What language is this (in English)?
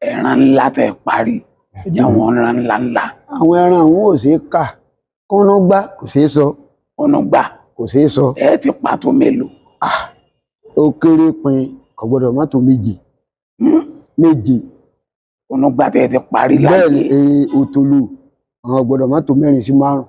Yoruba